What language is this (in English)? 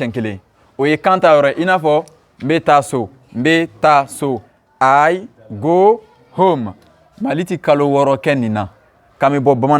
Bambara